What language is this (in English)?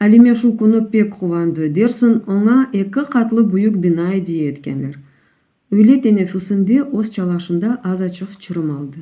Crimean Tatar